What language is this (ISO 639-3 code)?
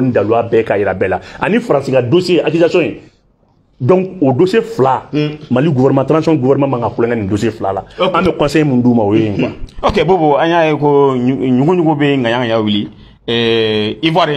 bam